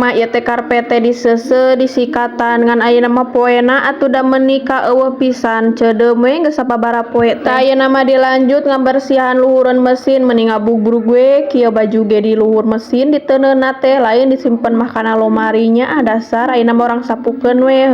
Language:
Sundanese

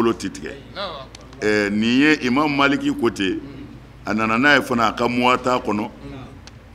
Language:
Bambara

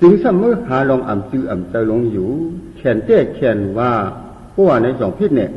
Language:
Shan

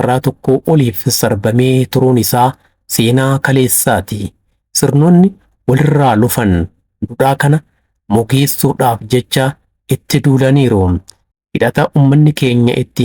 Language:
Oromo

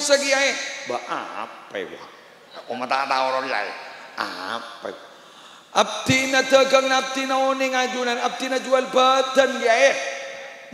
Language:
Madurese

